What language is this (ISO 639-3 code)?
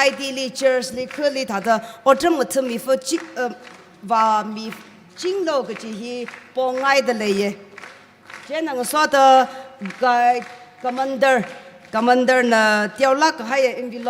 nmf